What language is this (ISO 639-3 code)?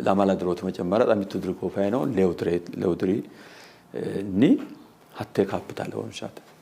sid